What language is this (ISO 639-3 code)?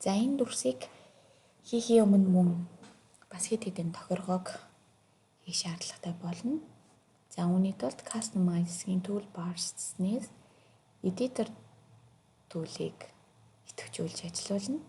mon